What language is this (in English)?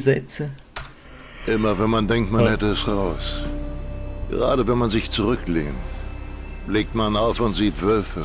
Swiss German